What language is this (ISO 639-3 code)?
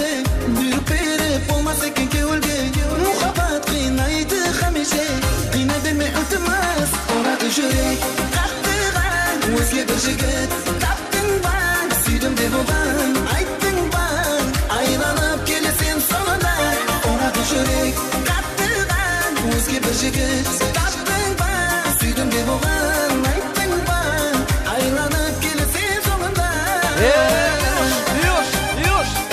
kaa